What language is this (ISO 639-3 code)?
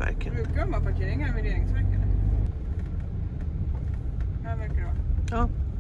swe